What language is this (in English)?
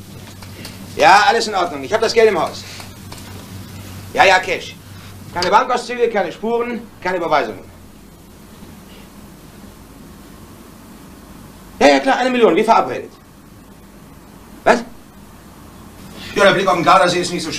German